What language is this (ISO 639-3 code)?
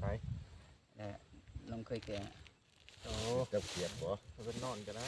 lao